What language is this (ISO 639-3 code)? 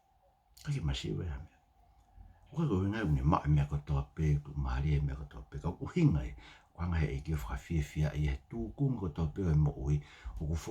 ton